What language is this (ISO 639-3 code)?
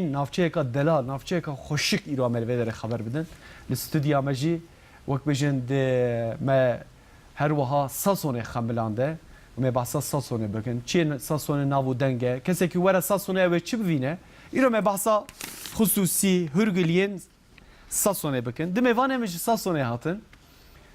kur